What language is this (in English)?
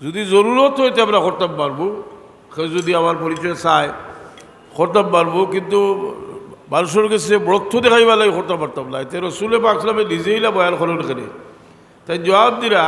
Sylheti